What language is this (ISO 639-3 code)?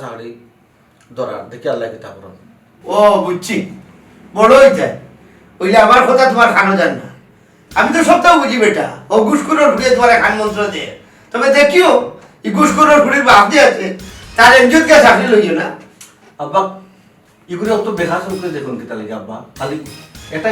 syl